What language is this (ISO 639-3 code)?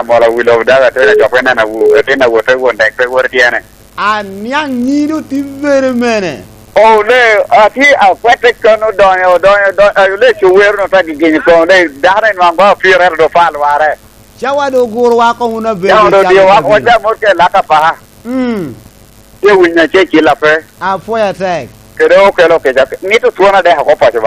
laj